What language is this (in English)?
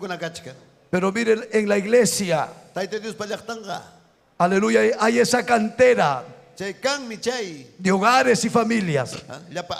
Ayacucho Quechua